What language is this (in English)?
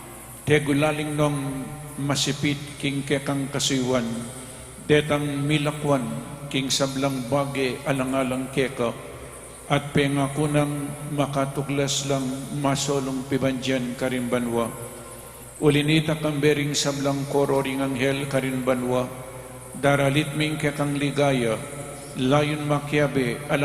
Pampanga